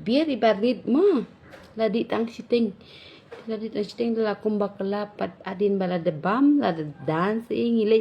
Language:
Khasi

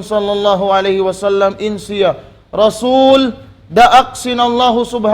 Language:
Tausug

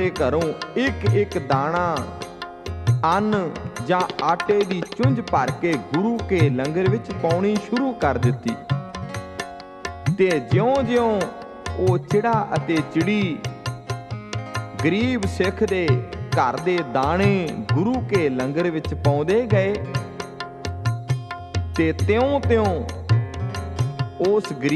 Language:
Punjabi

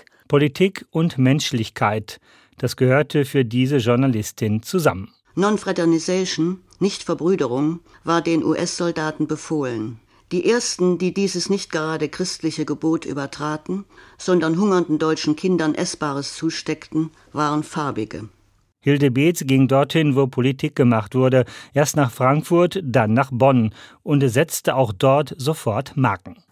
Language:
German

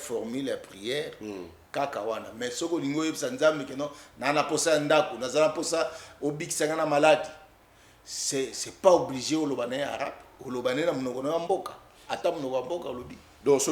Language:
Lingala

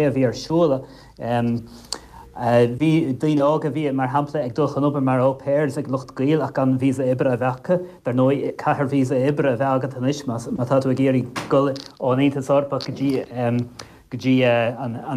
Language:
Irish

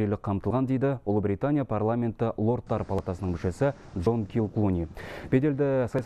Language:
Kazakh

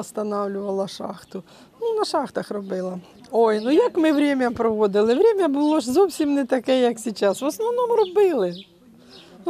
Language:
Ukrainian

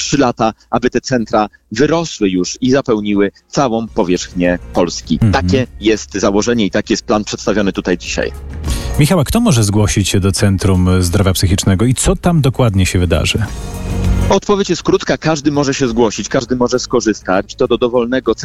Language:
Polish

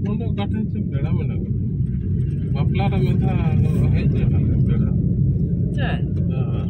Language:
Santali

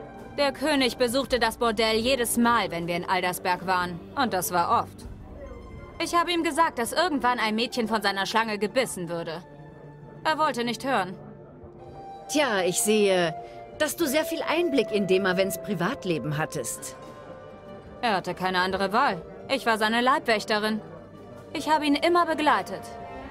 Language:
German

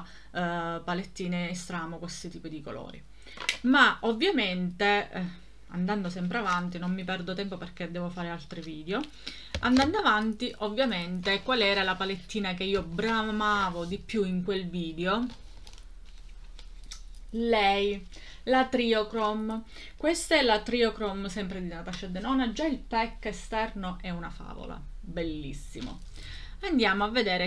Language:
Italian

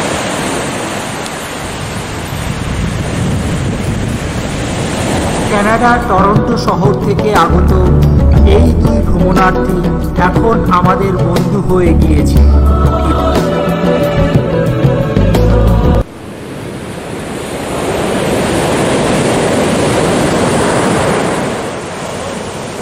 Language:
Bangla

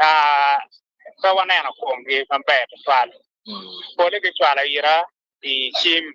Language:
Acoli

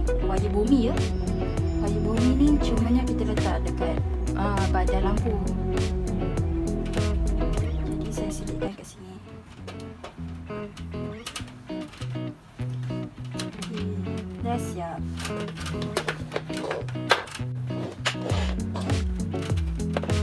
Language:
Malay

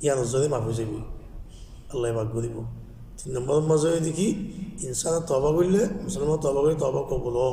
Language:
Rohingya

